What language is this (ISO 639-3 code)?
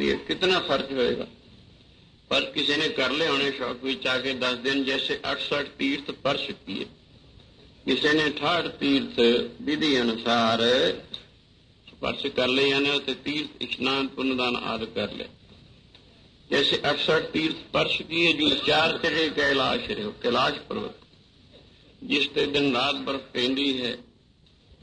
pan